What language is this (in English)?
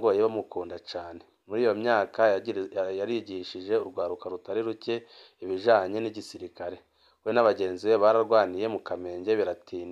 Rundi